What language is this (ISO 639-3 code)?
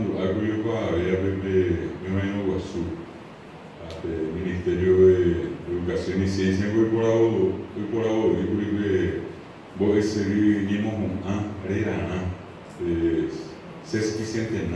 grn